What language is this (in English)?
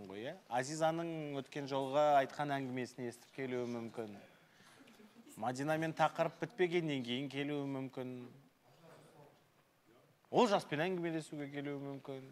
Kazakh